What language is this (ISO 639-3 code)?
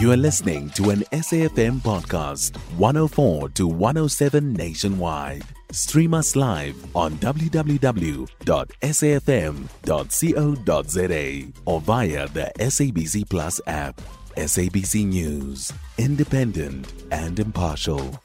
eng